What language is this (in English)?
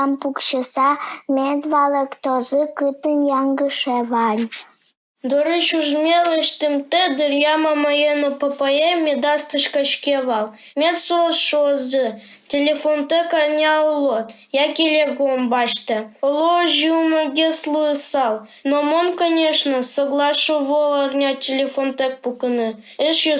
Udmurt